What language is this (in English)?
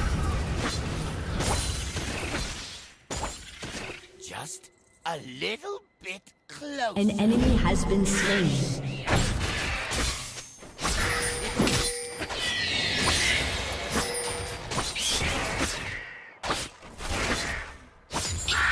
English